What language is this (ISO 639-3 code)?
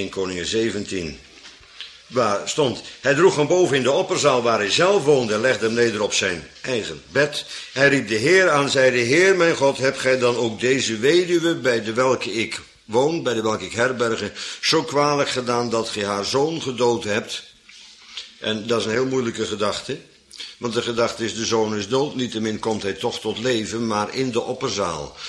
nld